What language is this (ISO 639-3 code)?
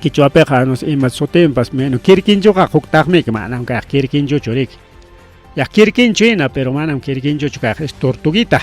quy